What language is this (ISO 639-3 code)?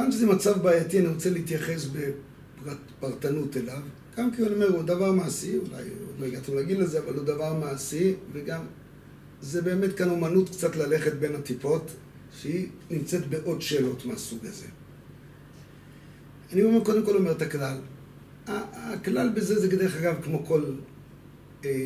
heb